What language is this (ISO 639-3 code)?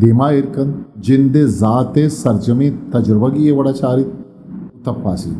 bgp